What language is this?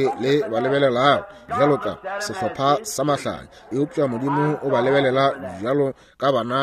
Northern Sotho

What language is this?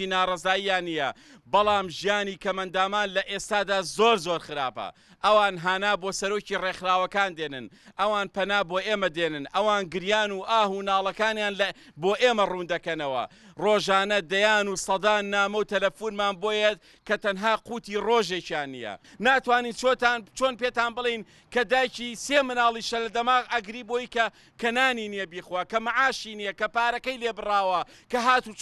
Central Kurdish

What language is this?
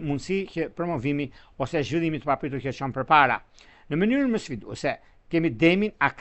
Albanian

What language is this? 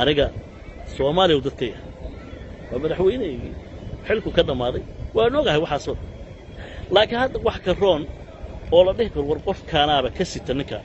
Somali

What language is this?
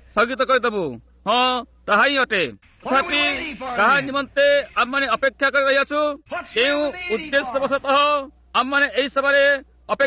Odia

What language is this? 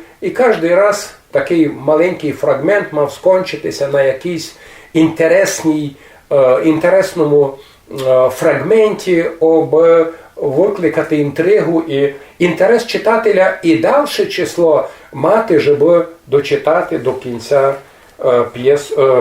Rusyn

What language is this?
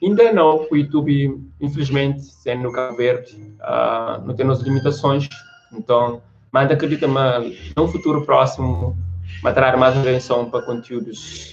Kabuverdianu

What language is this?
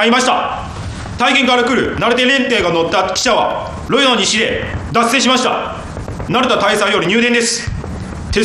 Japanese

